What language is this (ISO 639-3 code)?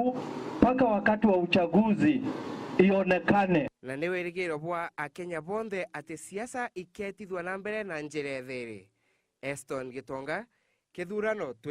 mer